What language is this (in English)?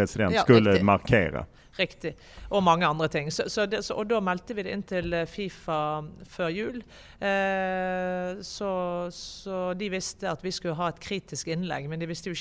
Norwegian